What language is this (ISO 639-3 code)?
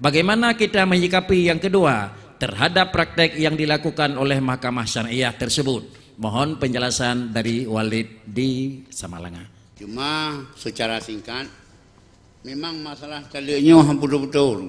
ace